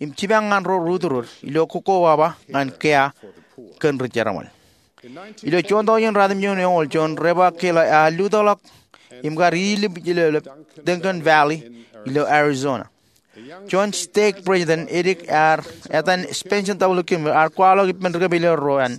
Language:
Marshallese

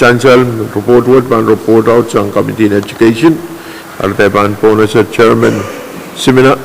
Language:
Pohnpeian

